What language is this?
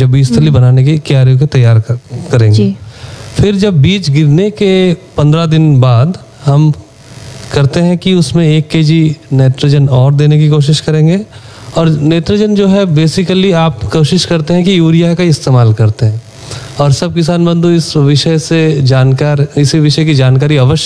Hindi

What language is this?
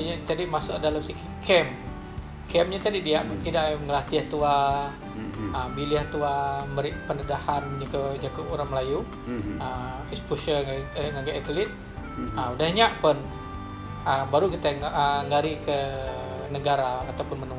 Iban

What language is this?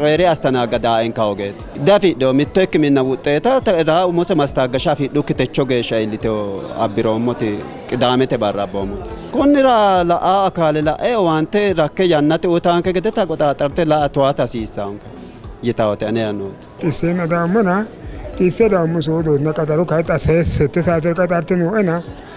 Sidamo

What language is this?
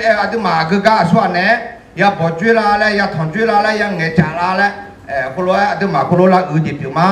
Akha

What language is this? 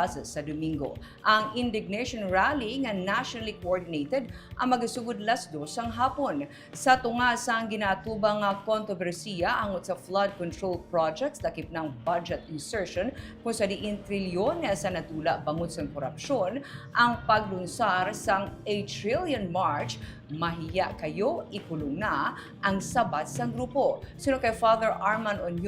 Hiligaynon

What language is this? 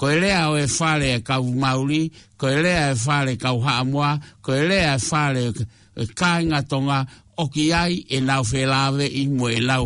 Tongan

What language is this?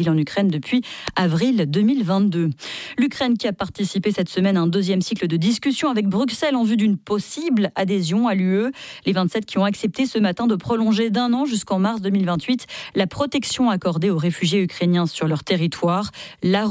French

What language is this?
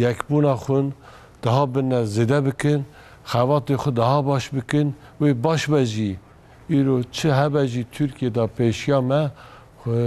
Kurdish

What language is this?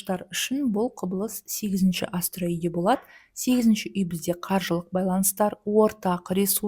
Kazakh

